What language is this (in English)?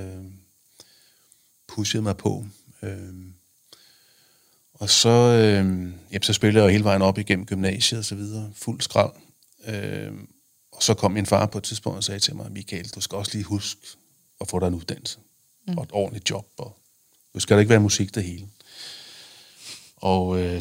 Danish